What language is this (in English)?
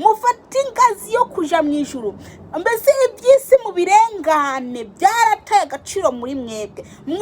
Kinyarwanda